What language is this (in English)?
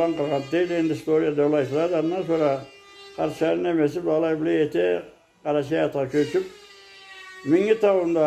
Karachay-Balkar